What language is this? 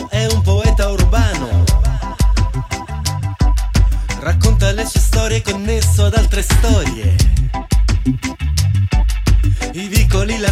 Italian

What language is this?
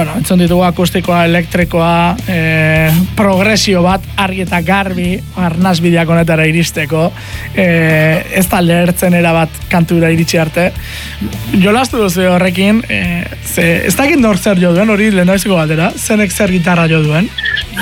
Basque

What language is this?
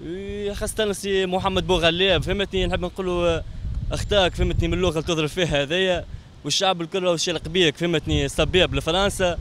Tunisian Arabic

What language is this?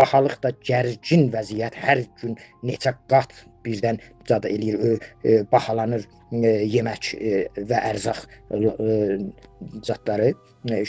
Azerbaijani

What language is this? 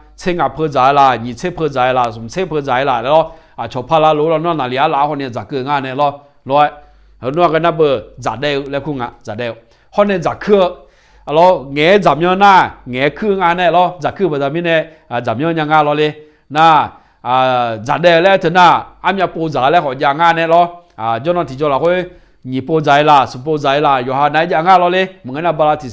Akha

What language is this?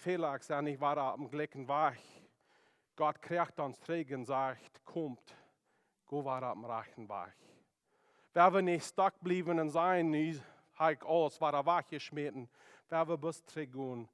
Plautdietsch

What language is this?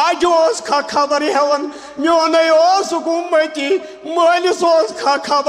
Kashmiri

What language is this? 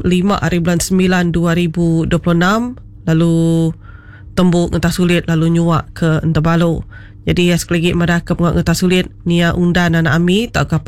Iban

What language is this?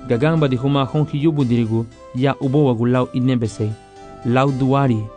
Garifuna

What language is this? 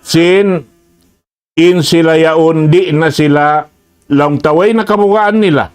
Tausug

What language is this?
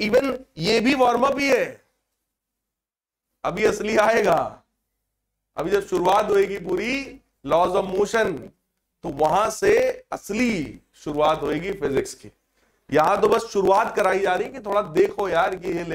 Hindi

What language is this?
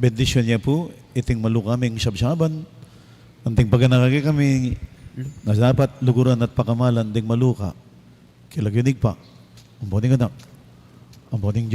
Pampanga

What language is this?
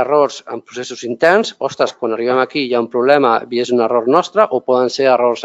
Catalan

